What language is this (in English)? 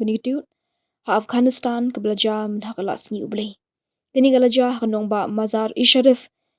Khasi